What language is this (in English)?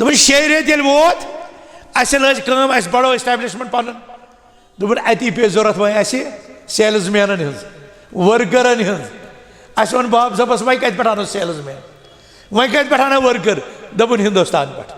Kashmiri